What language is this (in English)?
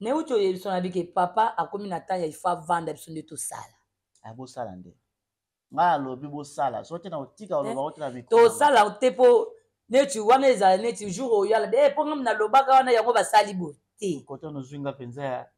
Lingala